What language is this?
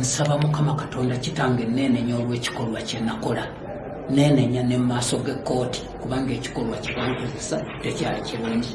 Ganda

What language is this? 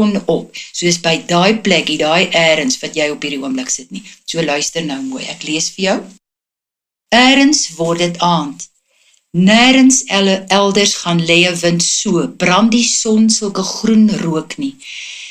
Afrikaans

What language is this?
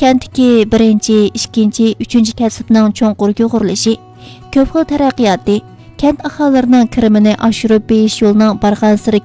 Uyghur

